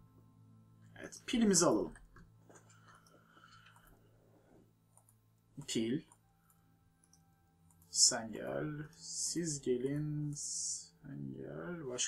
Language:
Turkish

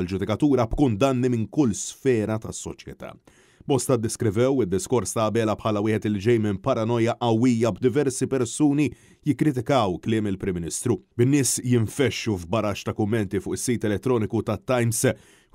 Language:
Maltese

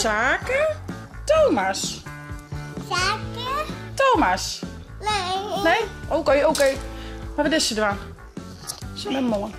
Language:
Western Frisian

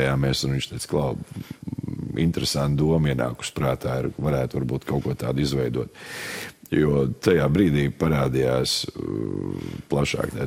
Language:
Latvian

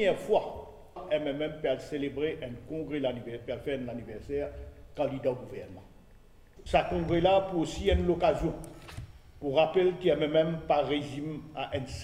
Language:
Morisyen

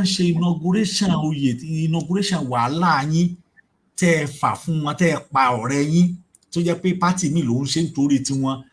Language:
Yoruba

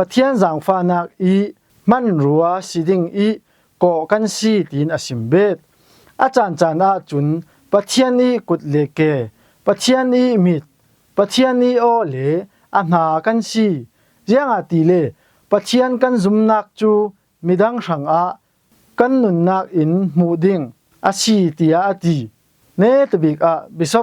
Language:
Falam Chin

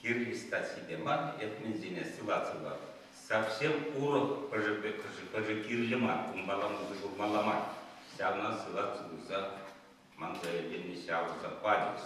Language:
Chuvash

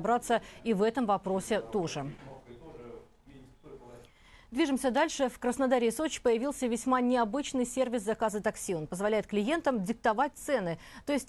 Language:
Russian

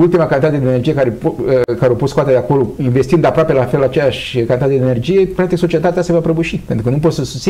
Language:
Romanian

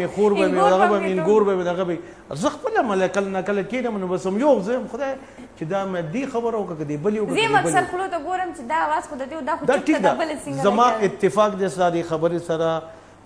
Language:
Pashto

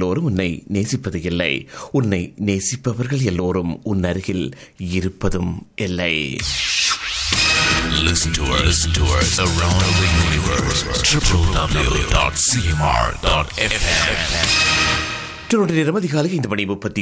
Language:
Tamil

